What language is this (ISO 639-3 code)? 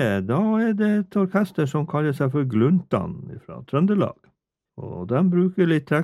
nor